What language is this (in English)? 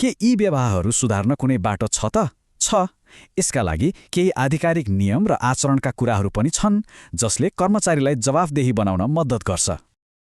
Nepali